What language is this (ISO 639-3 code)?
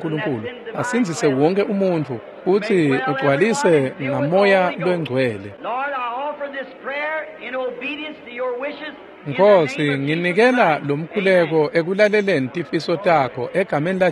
ssw